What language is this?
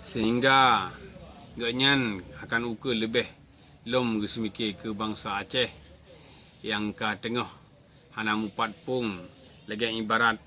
Achinese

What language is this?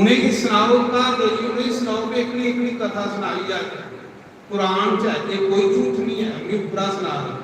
Dogri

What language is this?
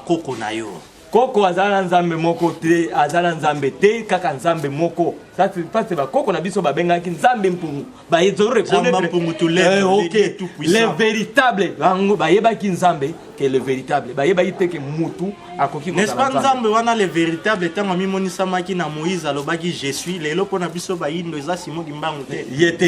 Lingala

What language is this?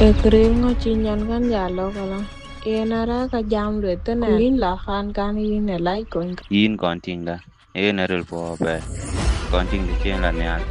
Dinka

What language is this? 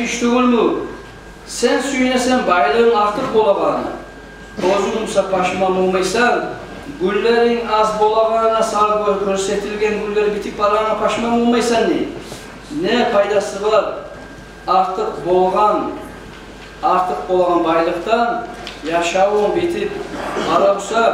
Kumyk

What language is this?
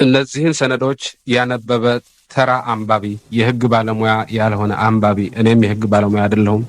Amharic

